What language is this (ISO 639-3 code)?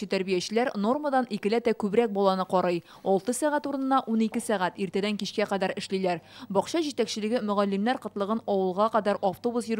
tat